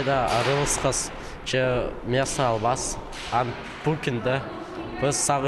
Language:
Khakas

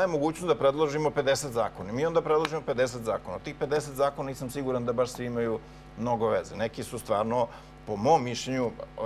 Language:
Serbian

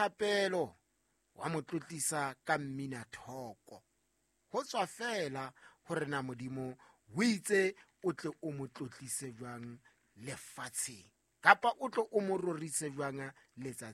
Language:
Southern Sotho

